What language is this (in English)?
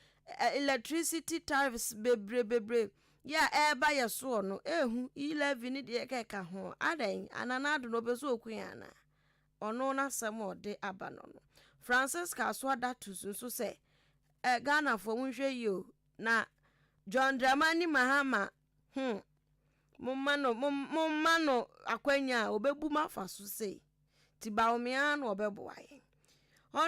Akan